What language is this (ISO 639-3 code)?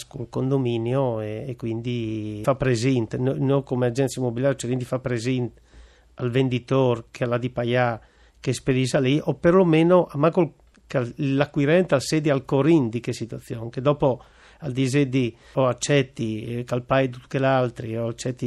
fur